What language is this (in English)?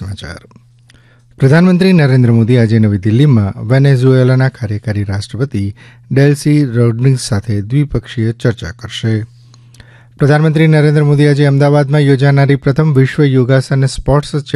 Gujarati